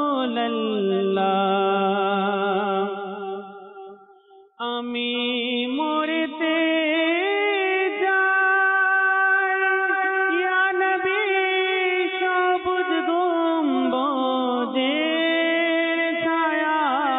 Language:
Bangla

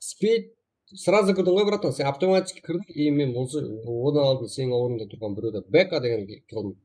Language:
Kara-Kalpak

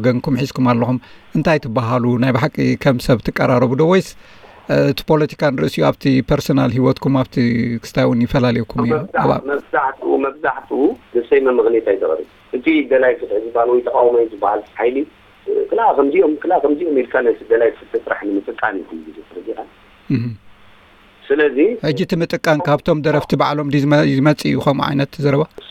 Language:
Tigrinya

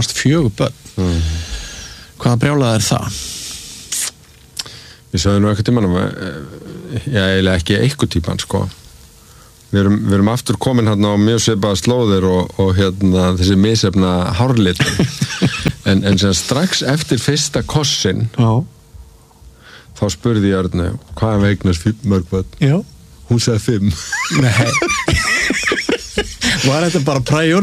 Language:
Icelandic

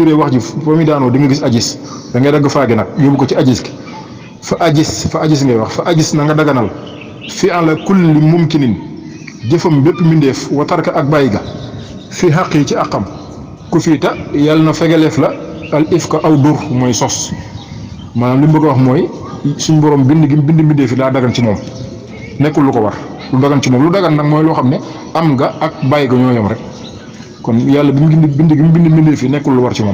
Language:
Wolof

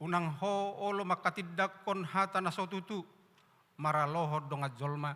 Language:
Batak Toba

